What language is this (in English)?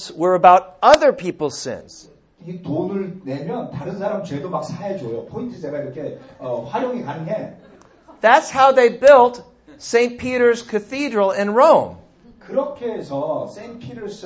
Korean